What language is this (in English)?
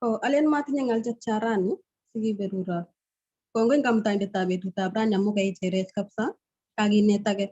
Kalenjin